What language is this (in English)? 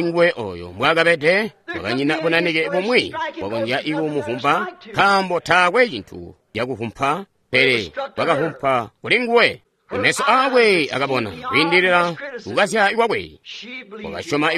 Tonga (Zambia)